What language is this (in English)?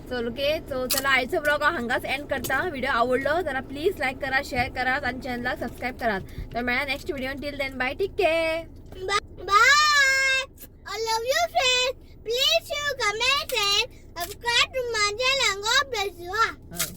Konkani